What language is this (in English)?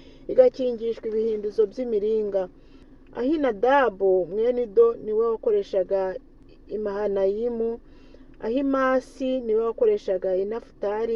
Kinyarwanda